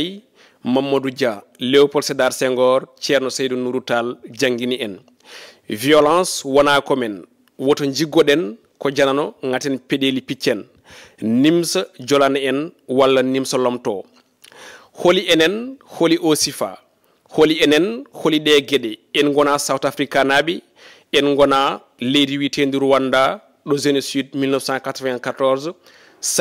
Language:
Fula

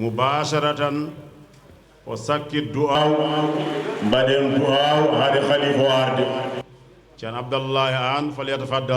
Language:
Fula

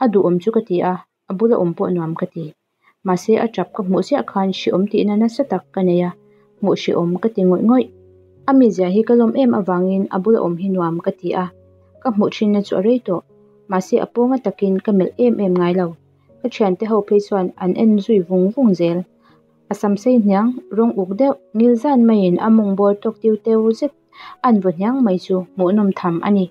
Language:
Mizo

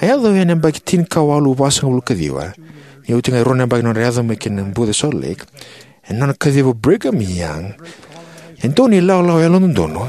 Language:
Fijian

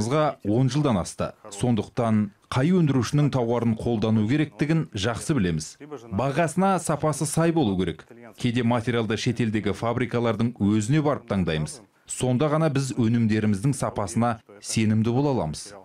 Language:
Kazakh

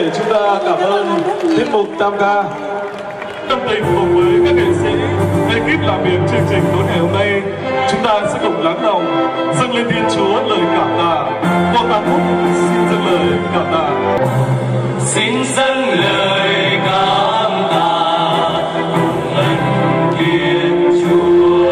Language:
Vietnamese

